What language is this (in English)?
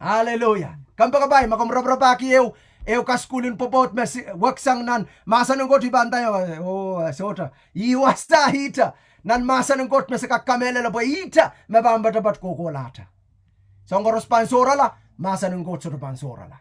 Pohnpeian